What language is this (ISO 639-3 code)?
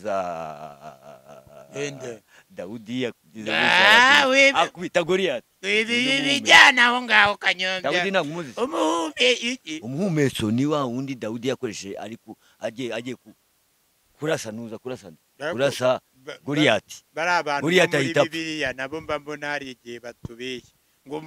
kin